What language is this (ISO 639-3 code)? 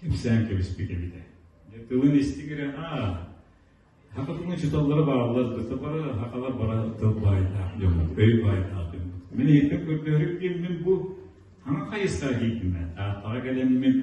sah